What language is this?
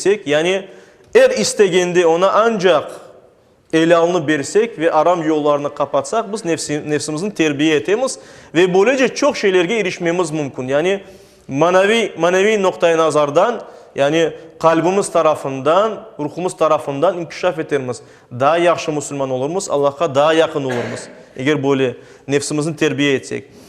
Crimean Tatar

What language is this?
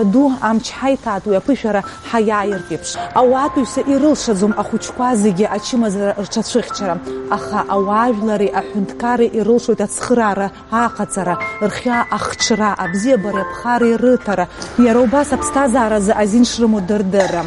Abkhazian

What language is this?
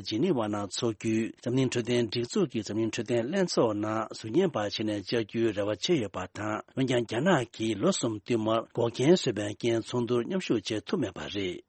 Tibetan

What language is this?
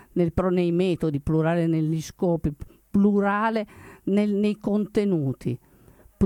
Italian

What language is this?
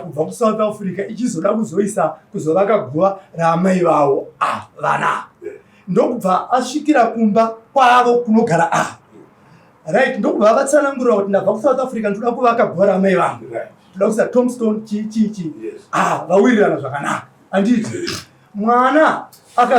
Shona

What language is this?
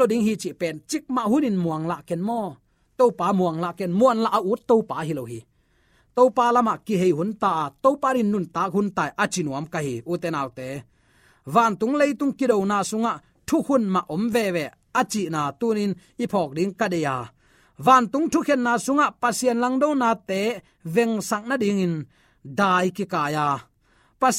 Tedim Chin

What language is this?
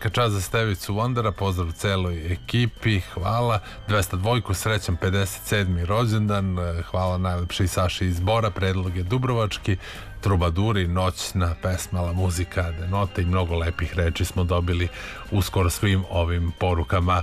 Serbian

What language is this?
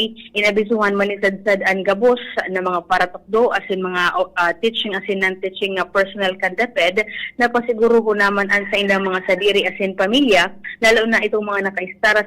Bikol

